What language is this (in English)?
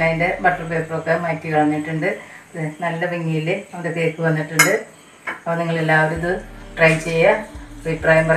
Malayalam